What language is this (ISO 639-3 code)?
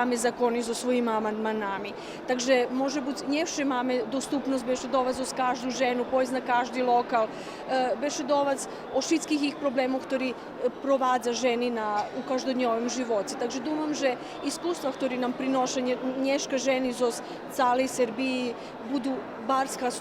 rue